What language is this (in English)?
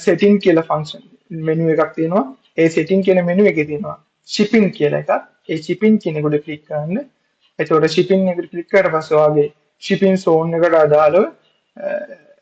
Sinhala